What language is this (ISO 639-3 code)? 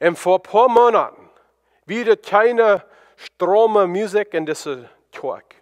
pdt